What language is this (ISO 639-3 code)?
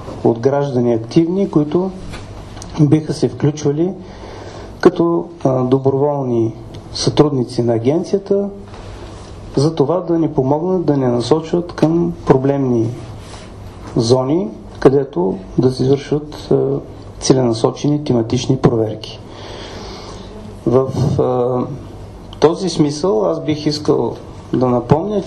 bul